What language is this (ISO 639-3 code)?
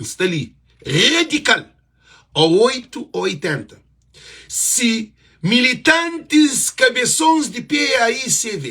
kea